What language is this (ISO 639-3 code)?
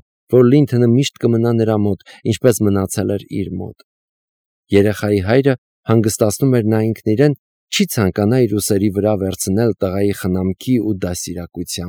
hye